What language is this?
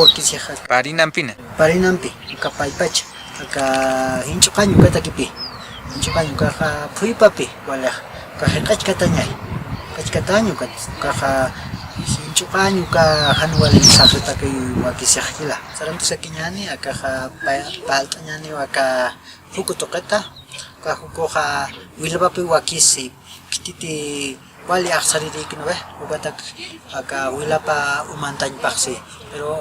Aymara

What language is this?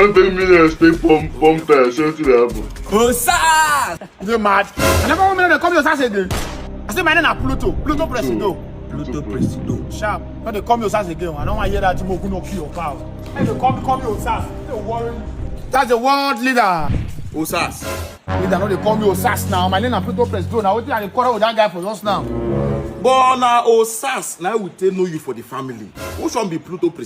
Nigerian Pidgin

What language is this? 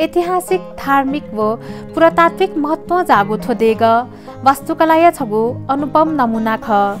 Newari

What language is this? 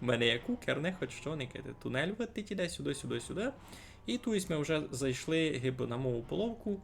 Rusyn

